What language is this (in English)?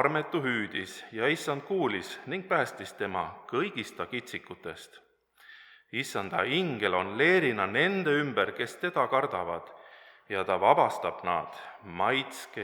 Estonian